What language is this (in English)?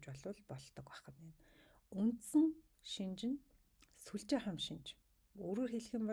Mongolian